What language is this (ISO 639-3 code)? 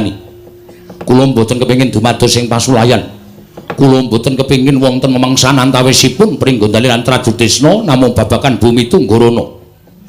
jav